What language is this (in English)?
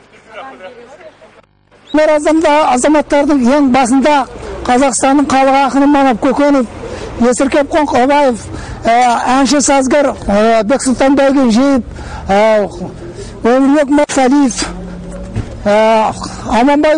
Kazakh